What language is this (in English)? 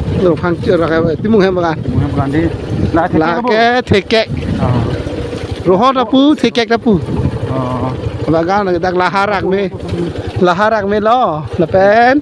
Karbi